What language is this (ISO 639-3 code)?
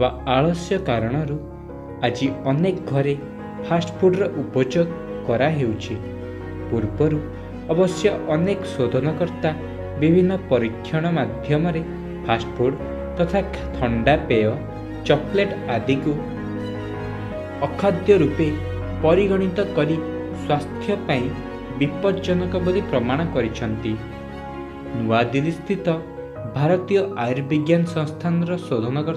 ori